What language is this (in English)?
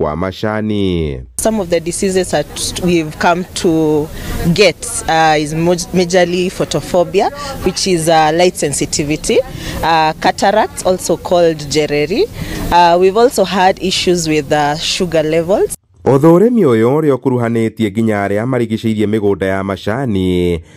Kikuyu